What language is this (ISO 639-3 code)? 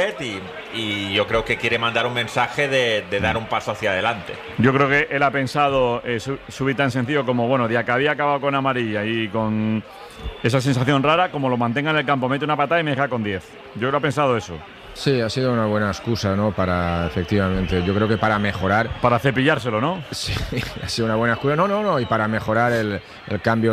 spa